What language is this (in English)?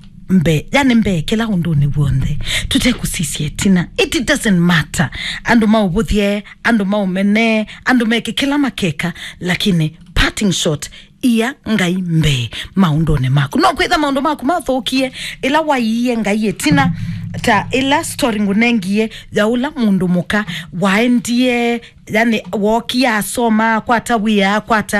Kamba